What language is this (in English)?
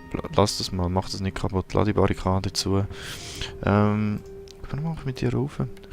Swiss German